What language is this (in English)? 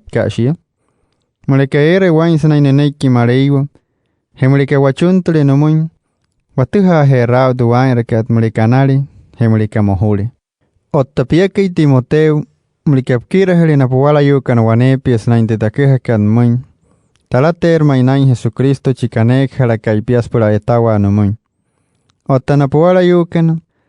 Wayuu